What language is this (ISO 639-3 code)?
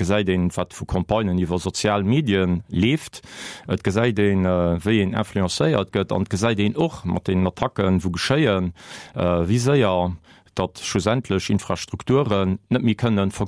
ltz